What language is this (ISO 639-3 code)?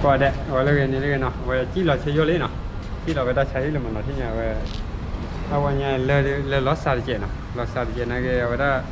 ksw